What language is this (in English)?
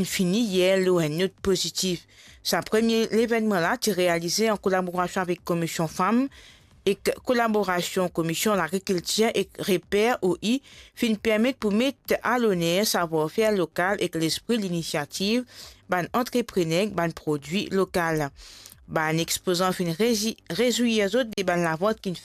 Morisyen